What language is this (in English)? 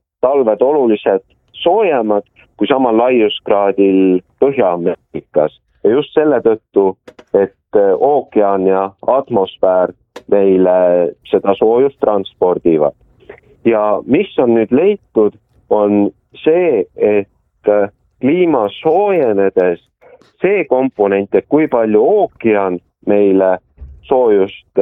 Estonian